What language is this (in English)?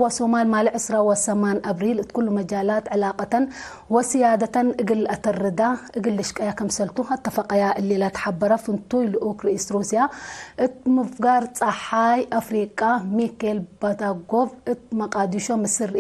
Tigre